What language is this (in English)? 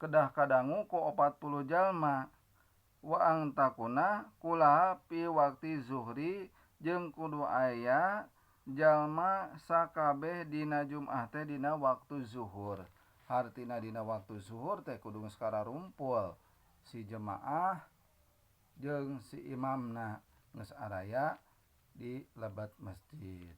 Sundanese